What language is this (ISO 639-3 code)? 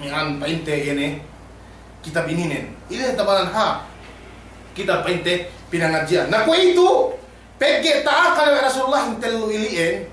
yka